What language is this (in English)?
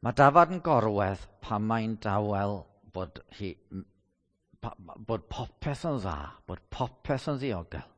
Welsh